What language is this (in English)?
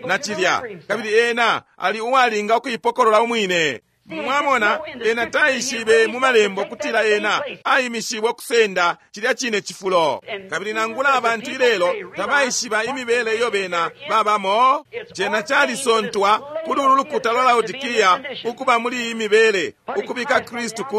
Bemba